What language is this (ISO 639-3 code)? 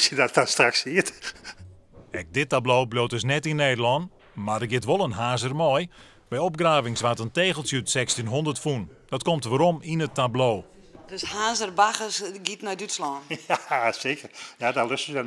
fry